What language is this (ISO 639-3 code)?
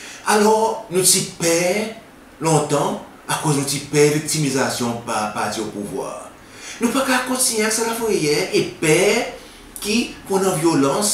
crs